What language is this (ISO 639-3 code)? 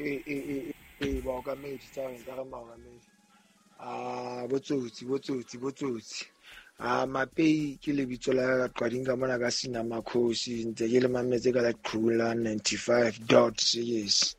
sot